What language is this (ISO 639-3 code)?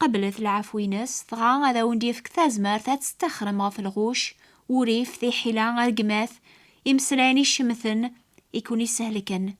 kab